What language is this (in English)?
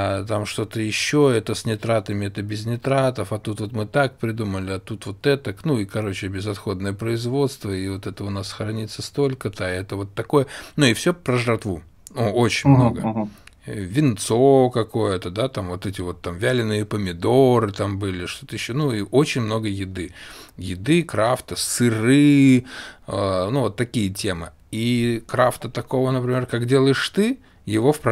Russian